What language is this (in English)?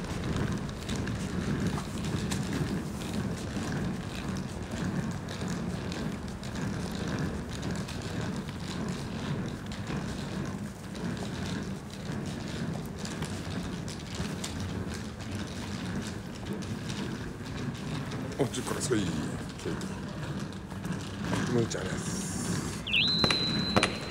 Japanese